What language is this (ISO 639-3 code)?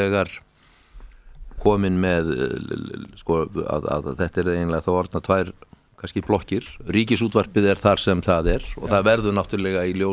isl